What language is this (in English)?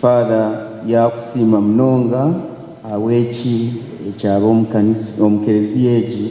Nyankole